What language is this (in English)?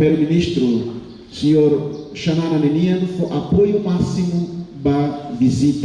Tetum